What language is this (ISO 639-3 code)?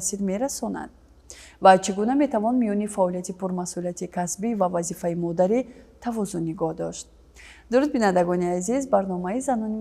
tgk